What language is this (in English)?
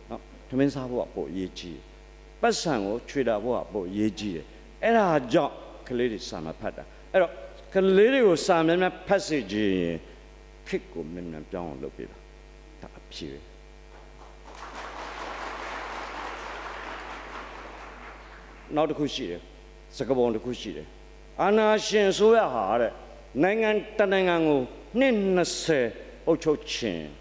Burmese